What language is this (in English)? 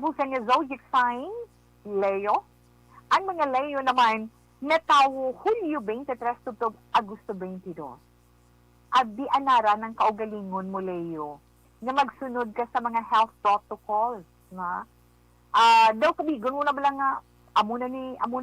Hiligaynon